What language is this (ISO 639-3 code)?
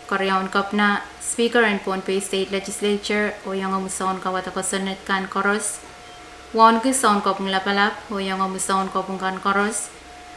pon